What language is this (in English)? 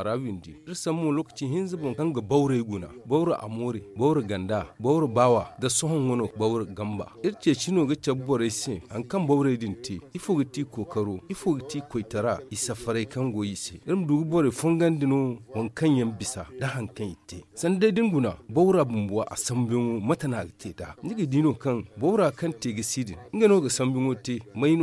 Zarma